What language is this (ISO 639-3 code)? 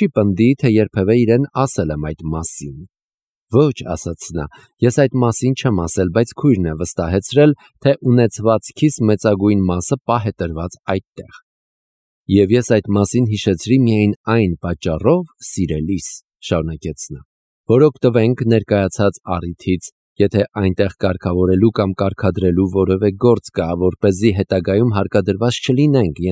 hye